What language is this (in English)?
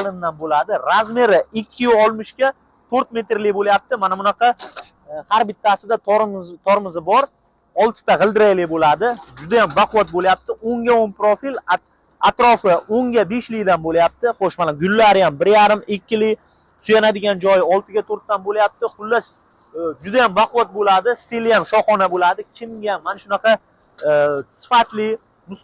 Uzbek